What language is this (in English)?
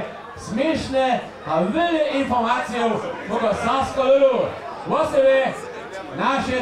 Upper Sorbian